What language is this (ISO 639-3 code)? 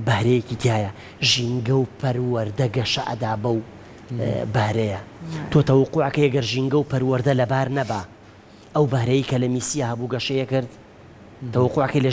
ckb